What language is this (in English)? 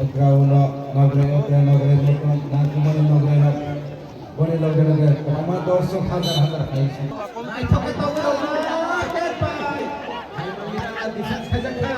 Kok Borok